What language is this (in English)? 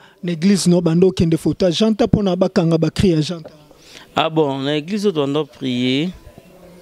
Lingala